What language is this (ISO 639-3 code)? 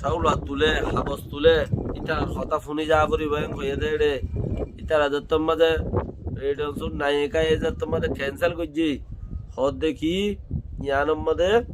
rhg